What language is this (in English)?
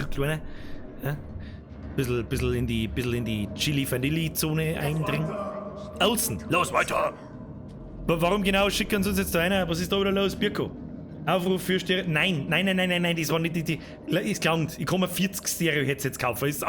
Bavarian